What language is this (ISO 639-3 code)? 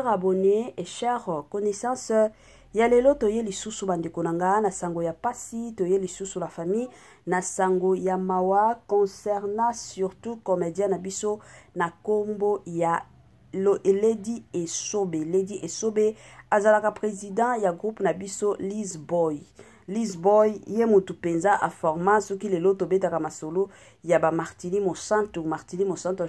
lin